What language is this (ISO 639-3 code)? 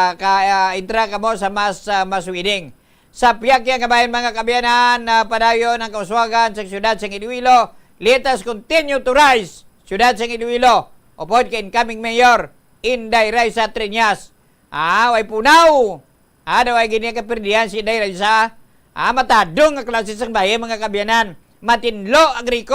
hil